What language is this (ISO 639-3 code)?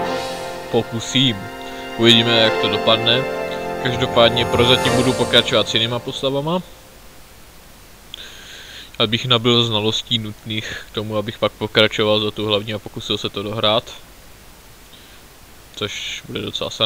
ces